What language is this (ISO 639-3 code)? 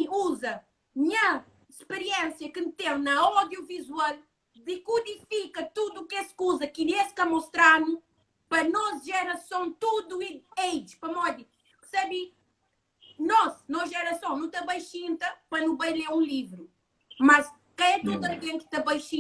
kea